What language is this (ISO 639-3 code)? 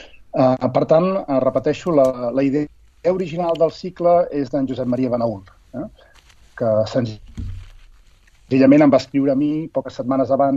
cat